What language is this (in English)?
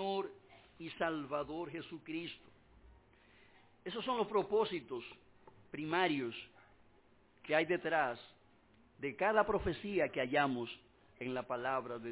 Spanish